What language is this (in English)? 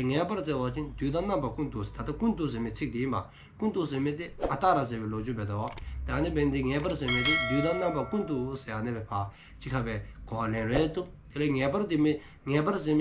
Dzongkha